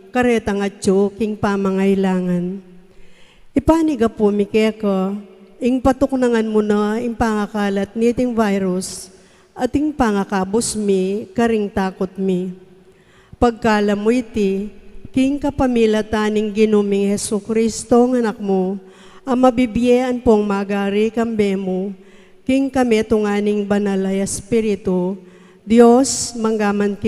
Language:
Pampanga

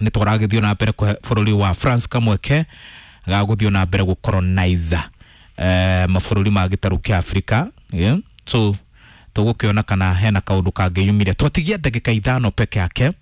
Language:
Kikuyu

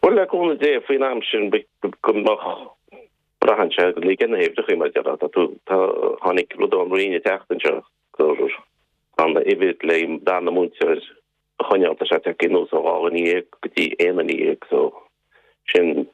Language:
Irish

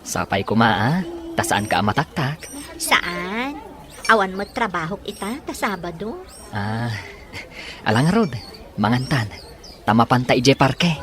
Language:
Iloko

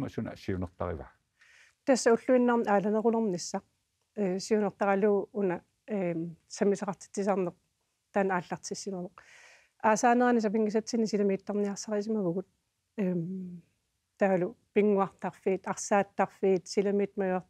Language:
Kalaallisut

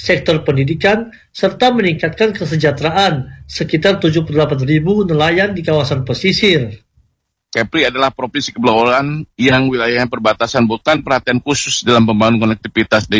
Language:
Indonesian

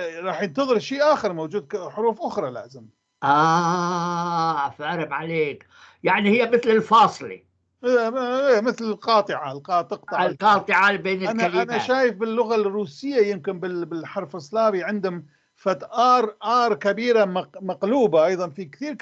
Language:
North Levantine Arabic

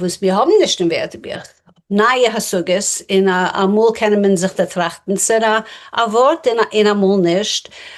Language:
Yiddish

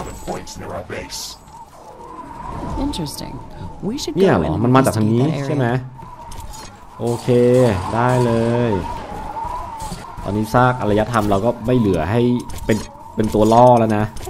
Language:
Thai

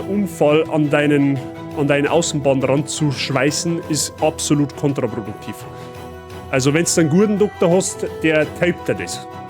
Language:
Bavarian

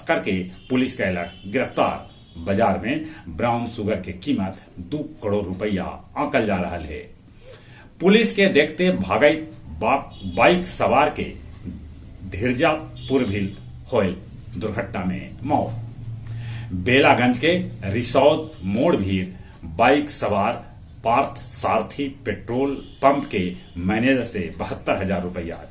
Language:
Magahi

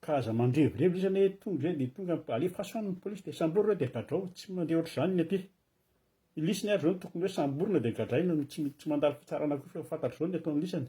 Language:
Malagasy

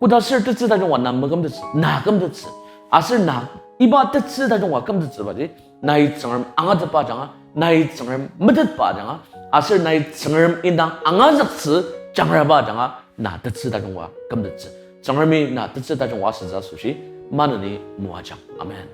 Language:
Ao Naga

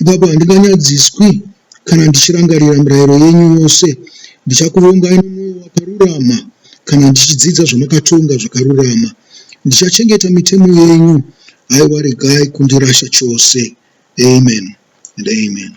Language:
Shona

